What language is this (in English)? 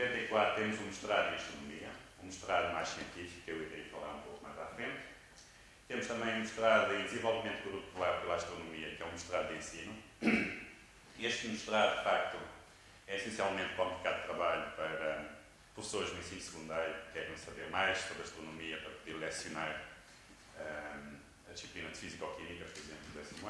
Portuguese